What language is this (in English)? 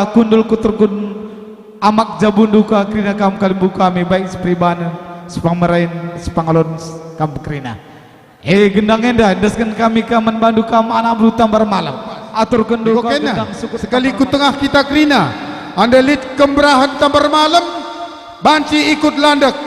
Batak Karo